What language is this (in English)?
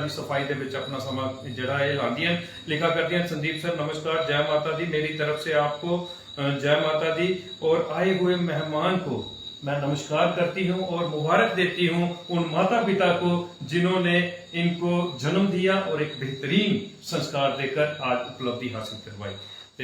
Dogri